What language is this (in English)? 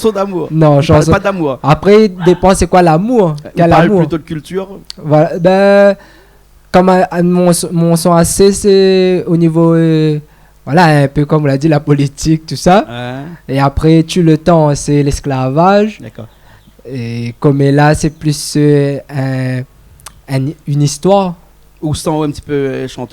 Réunion Creole French